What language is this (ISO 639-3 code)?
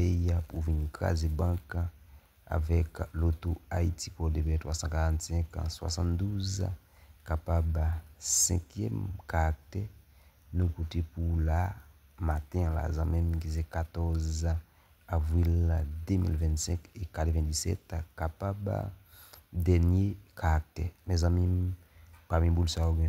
hat